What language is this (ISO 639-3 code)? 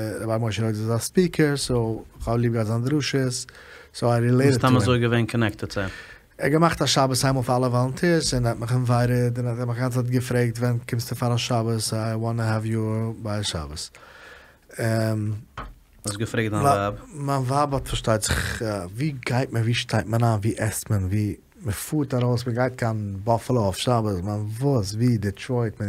yid